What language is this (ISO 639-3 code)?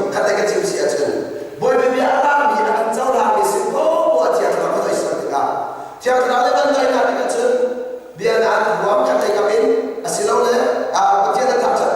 cnh